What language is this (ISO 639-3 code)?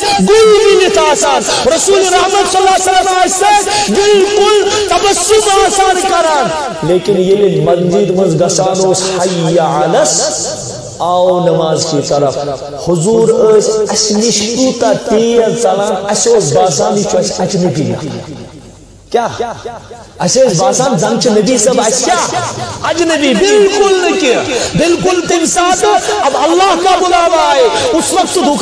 kas